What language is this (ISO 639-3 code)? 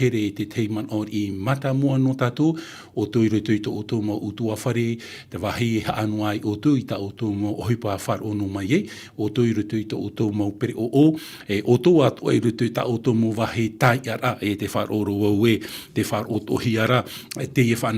tah